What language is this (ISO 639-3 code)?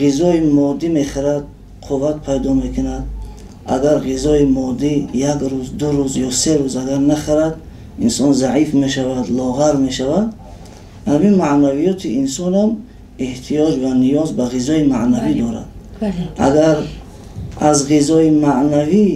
tgk